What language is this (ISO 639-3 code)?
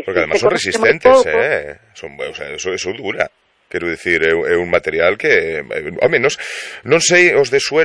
glg